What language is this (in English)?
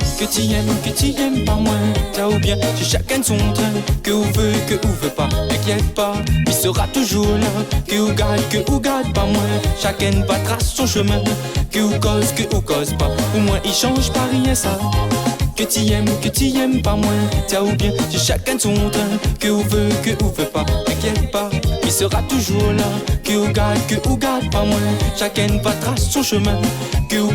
Réunion Creole French